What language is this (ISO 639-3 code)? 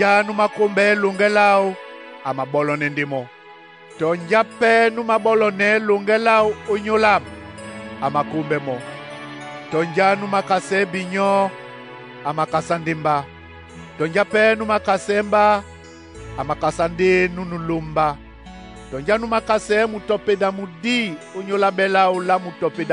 dua